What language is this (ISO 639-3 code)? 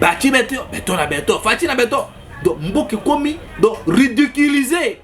lin